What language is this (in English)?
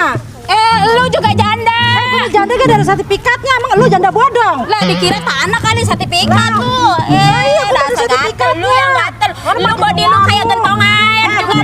Betawi